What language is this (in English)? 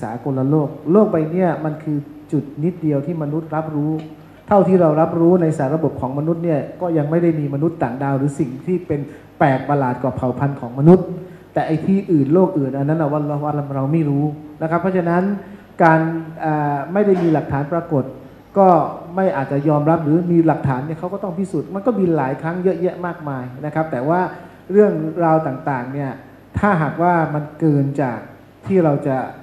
Thai